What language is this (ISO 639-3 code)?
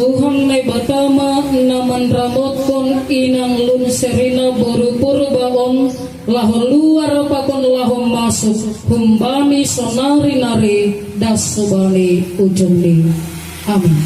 bts